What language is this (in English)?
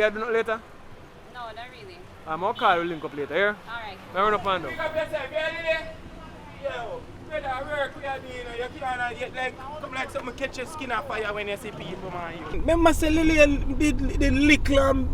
Jamaican Creole English